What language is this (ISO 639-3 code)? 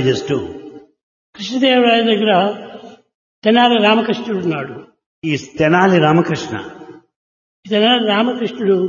tel